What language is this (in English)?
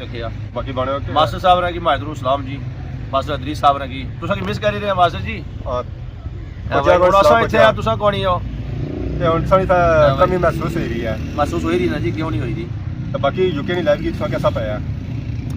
Pahari-Potwari